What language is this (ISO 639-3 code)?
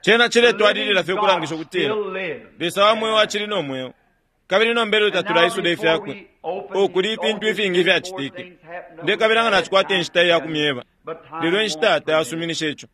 bem